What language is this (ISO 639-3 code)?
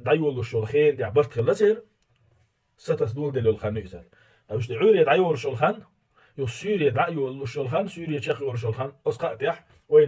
che